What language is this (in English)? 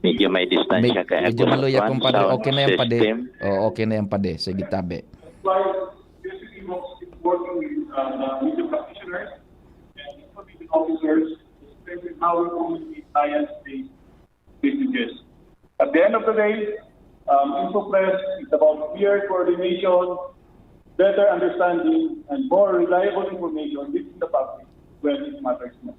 Bikol